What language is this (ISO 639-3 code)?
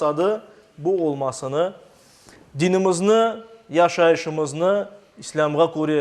crh